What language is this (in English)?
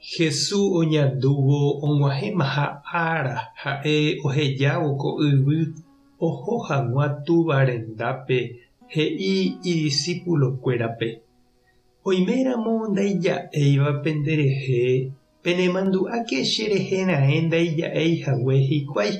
Guarani